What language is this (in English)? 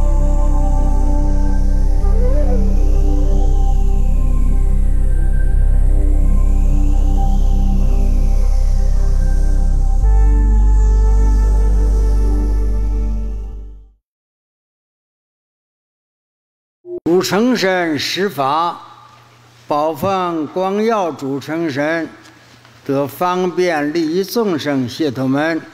Chinese